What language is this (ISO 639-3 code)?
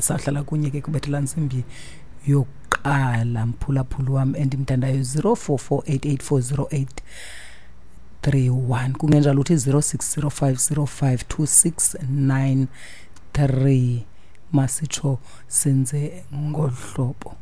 xho